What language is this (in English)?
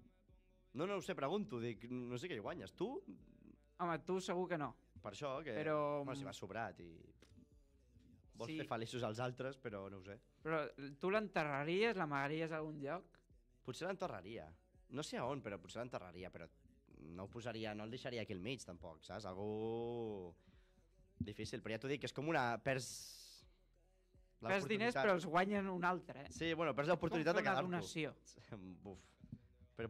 Catalan